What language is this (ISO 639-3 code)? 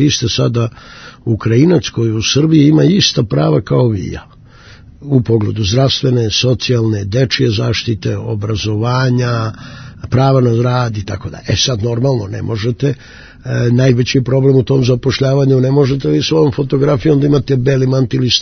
srp